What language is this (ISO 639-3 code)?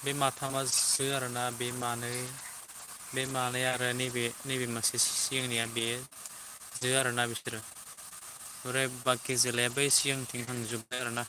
brx